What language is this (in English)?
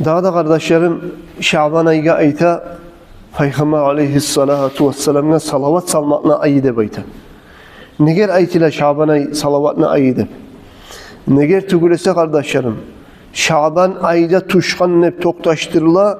Kumyk